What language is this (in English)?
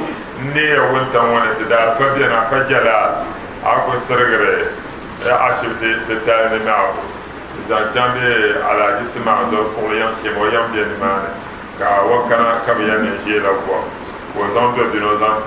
Dagbani